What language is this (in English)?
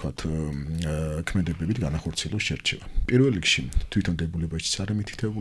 Georgian